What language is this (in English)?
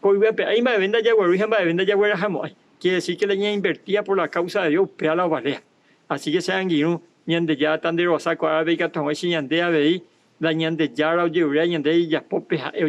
Guarani